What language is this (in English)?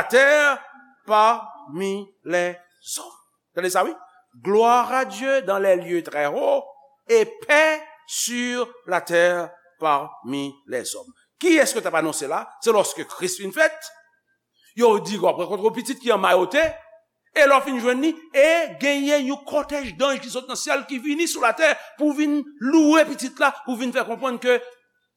Haitian Creole